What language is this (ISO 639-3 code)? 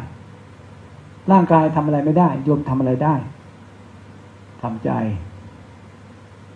tha